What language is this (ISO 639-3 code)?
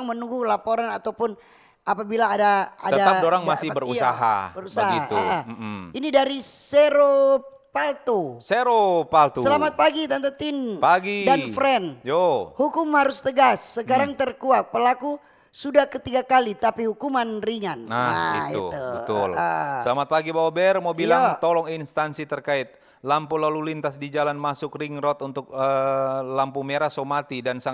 xmm